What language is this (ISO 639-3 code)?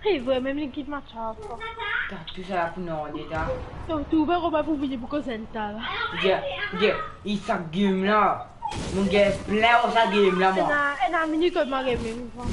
mfe